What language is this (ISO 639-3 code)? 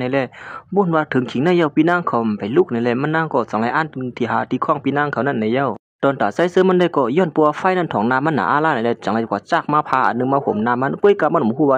shn